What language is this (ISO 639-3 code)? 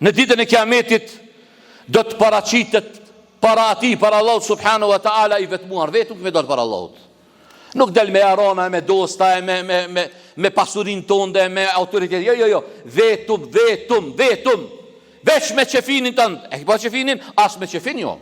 sqi